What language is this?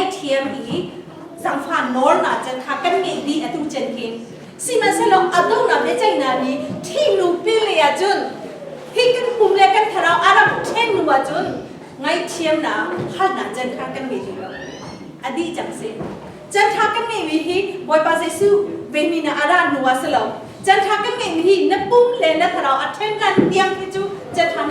Hakha Chin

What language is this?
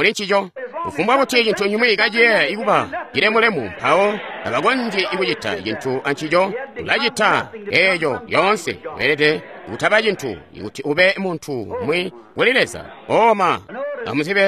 Tonga (Zambia)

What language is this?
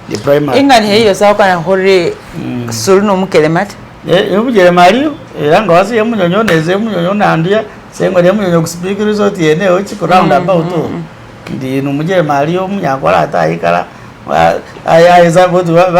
Masaaba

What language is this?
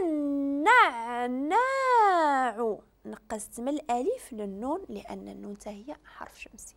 Moroccan Arabic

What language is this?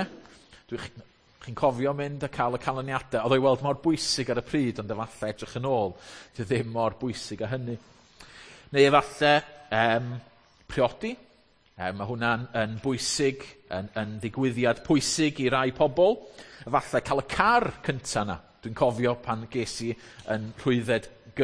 Welsh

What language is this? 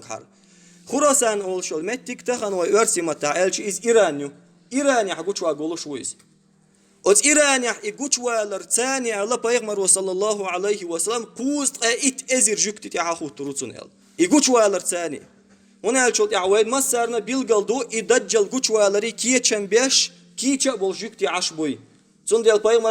Chechen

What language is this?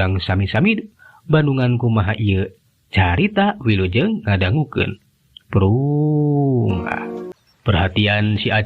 Sundanese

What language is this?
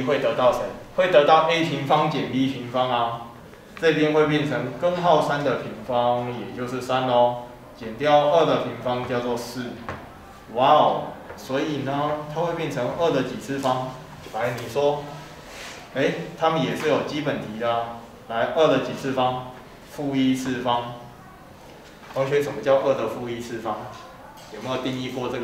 Chinese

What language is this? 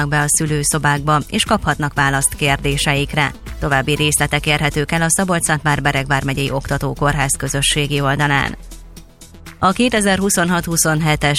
Hungarian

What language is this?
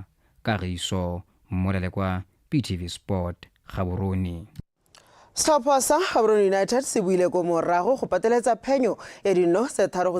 Tswana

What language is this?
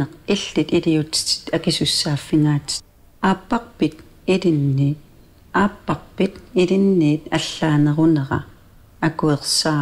Kalaallisut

